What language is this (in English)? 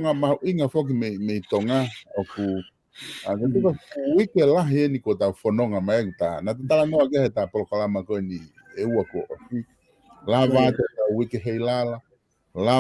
Tongan